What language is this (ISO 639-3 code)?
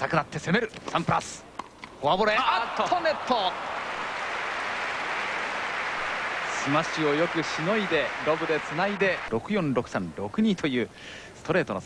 jpn